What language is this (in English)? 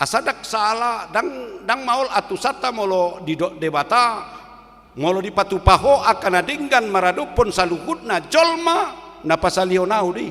Batak Toba